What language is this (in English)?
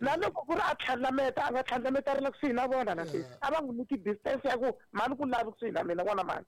Tsonga